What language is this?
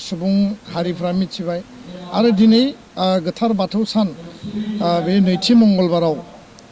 Bodo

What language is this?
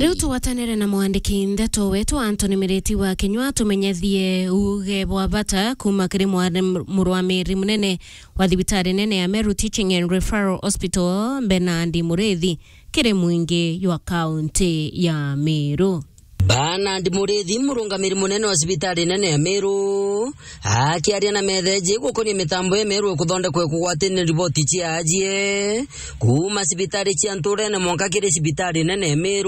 Meru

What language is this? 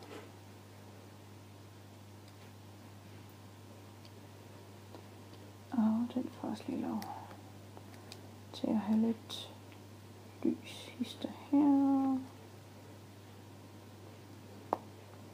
Danish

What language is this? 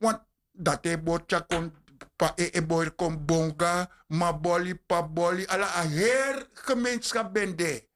Sranan Tongo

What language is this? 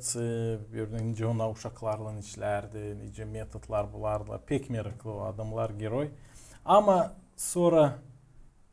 Gagauz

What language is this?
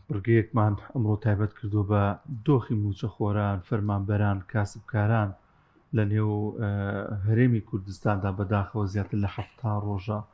Central Kurdish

